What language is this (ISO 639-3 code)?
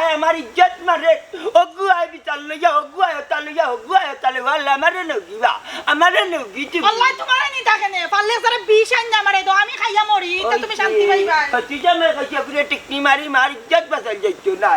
syl